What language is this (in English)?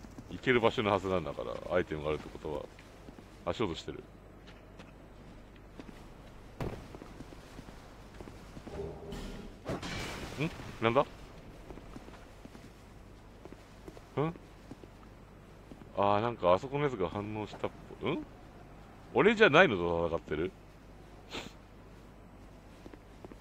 Japanese